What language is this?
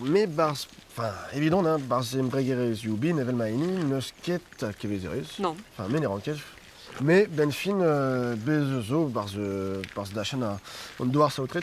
Breton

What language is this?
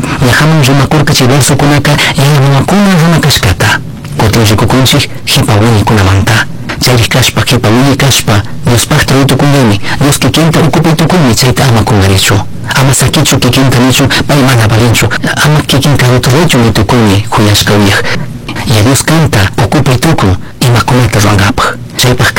Chimborazo Highland Quichua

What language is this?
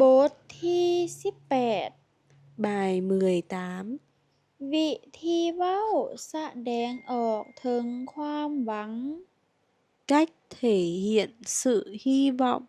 Lao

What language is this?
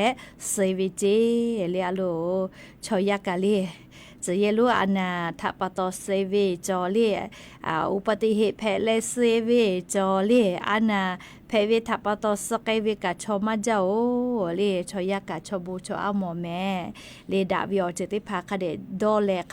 Lahu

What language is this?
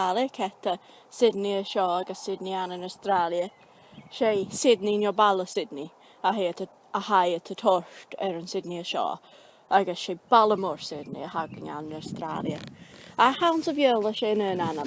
Scottish Gaelic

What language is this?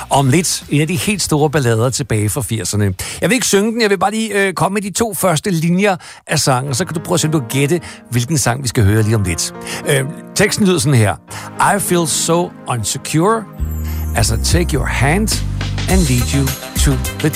Danish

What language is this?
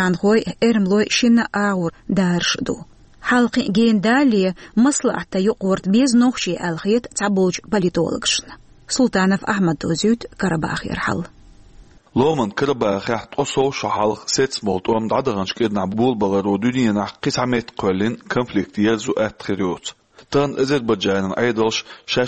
Chechen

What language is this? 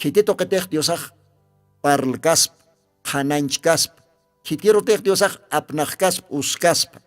Aymara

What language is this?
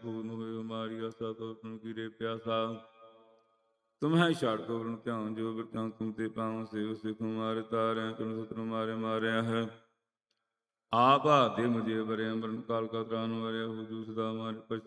Punjabi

